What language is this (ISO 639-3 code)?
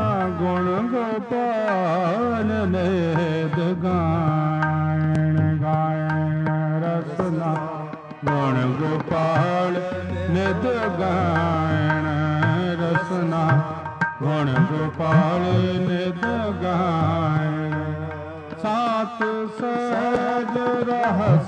pan